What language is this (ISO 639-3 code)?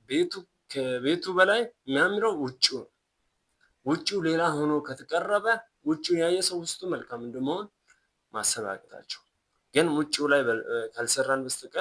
amh